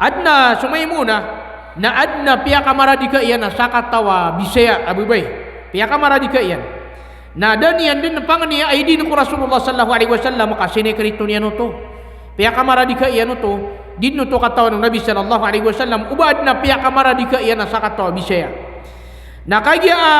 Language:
Maranao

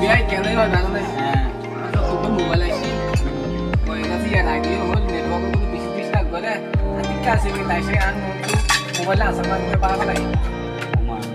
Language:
Rohingya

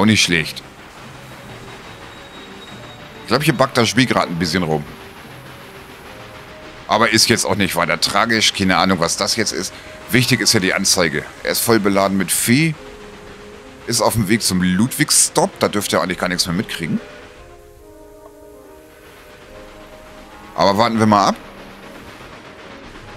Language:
German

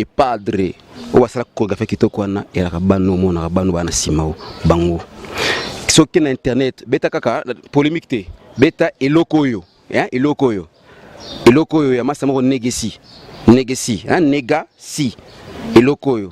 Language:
Lingala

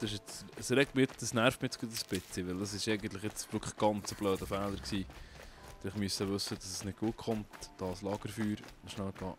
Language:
Swiss German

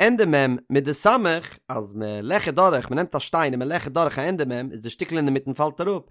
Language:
Yiddish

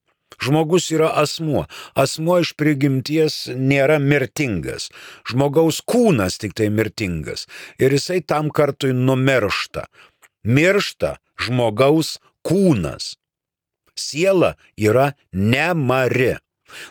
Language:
Lithuanian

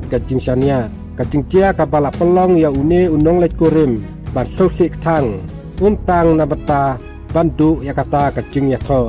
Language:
Khasi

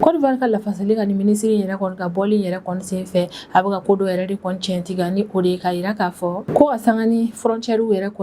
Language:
Bambara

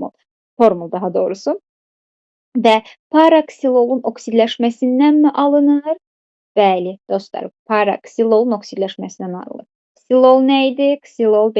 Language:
Azerbaijani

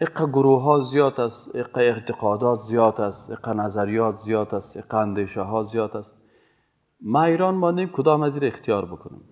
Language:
Persian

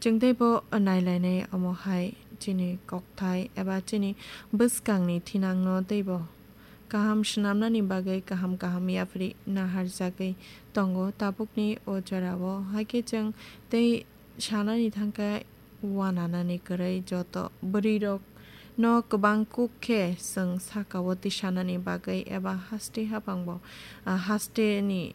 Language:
Kok Borok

